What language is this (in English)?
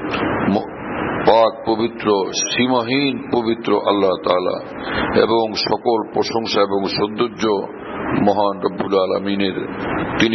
Bangla